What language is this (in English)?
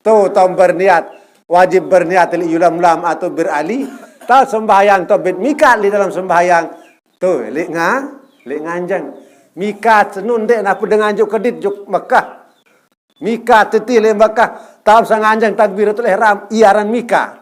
Sasak